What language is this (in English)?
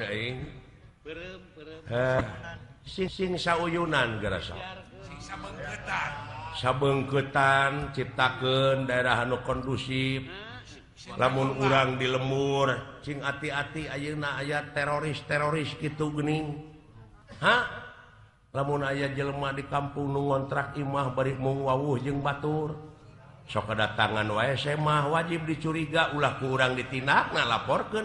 Sundanese